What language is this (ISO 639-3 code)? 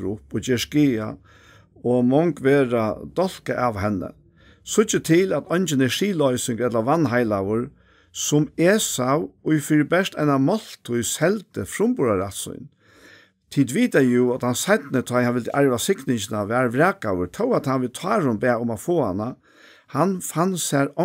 fao